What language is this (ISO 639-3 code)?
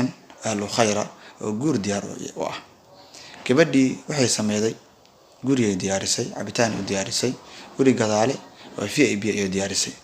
som